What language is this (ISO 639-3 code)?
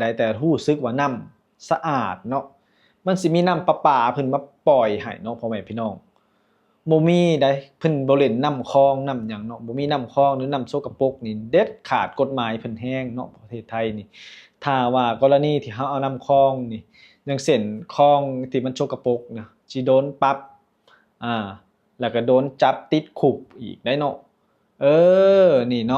lao